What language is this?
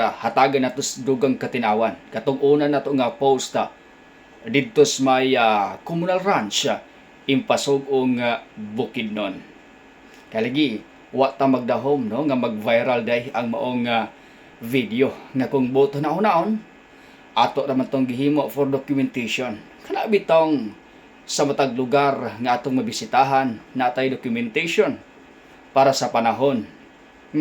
Cebuano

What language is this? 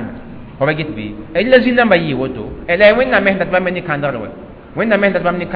Mossi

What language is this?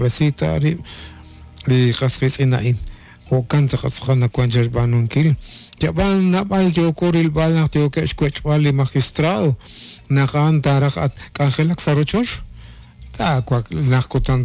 Kekchí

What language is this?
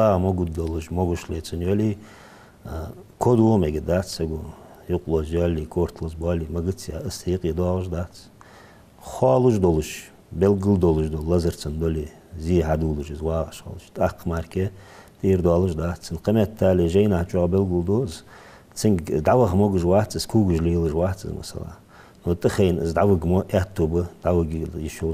Ingush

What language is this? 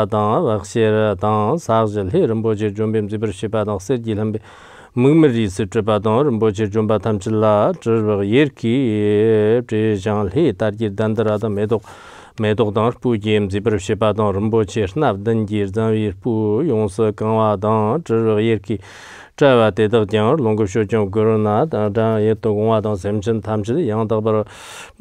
Chinese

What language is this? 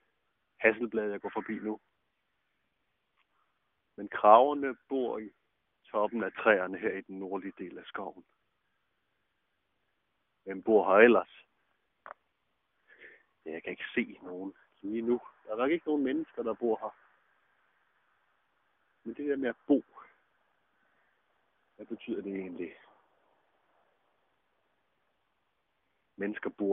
Danish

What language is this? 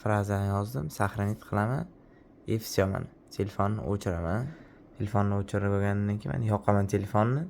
Uzbek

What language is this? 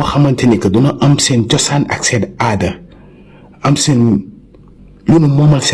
Wolof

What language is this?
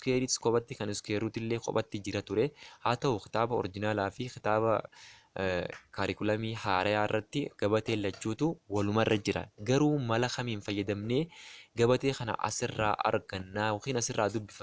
Oromo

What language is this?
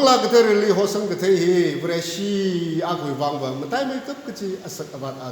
Tangkhul Naga (India)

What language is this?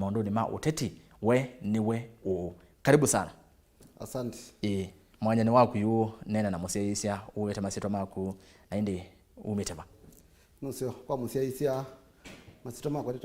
Kamba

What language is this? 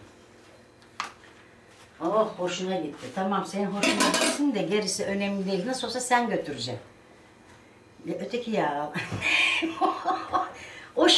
Turkish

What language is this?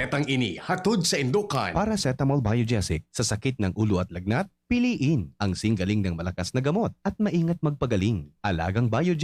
Bikol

